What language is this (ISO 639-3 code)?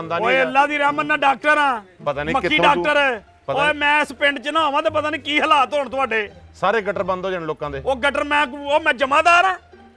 pan